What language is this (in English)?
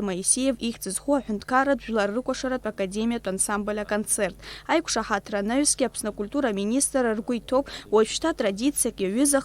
Abkhazian